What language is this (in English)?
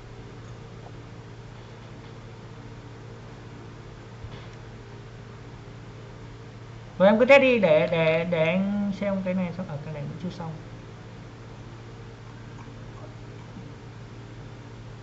Vietnamese